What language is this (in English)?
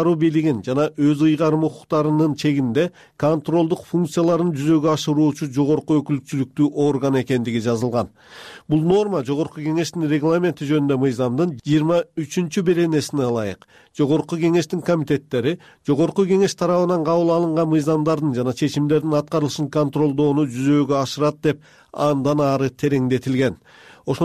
Kyrgyz